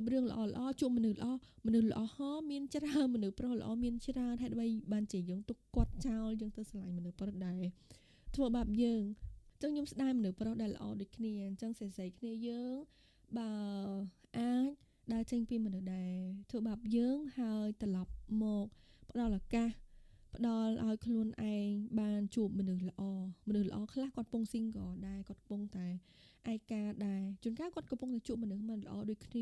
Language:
Khmer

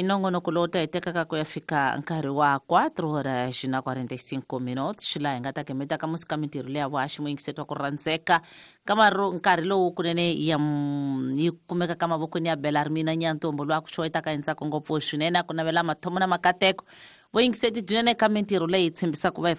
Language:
Tsonga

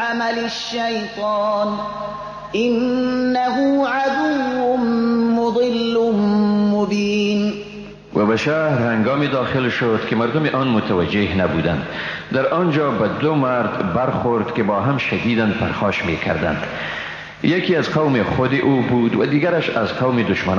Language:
Persian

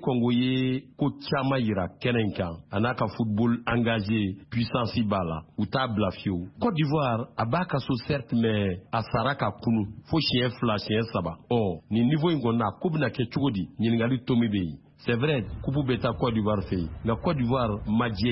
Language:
Bambara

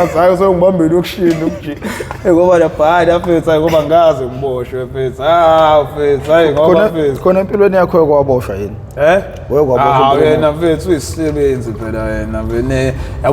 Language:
Zulu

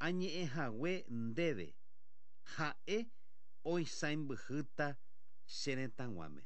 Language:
Guarani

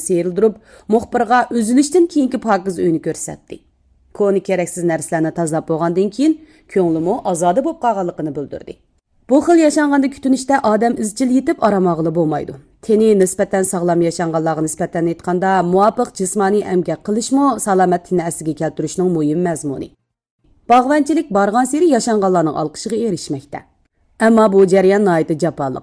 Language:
Uyghur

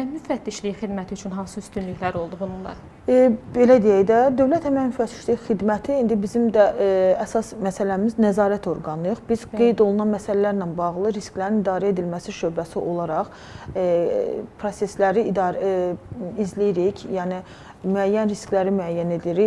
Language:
Azerbaijani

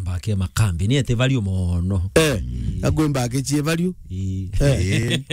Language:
Meru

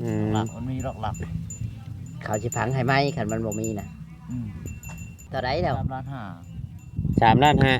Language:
Northeastern Thai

